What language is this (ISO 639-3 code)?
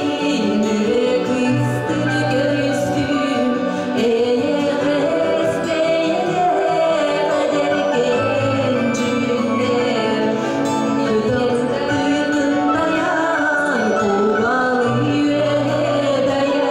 sah